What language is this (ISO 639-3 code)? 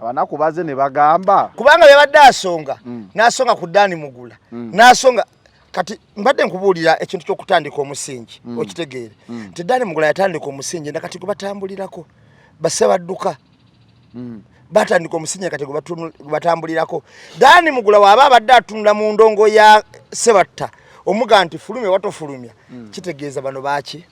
lug